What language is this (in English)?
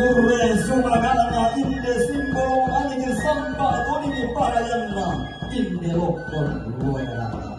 Toraja-Sa'dan